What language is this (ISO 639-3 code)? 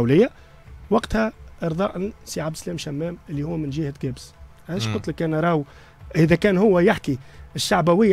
aeb